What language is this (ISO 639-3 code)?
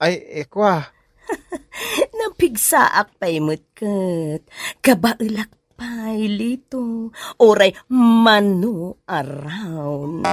ilo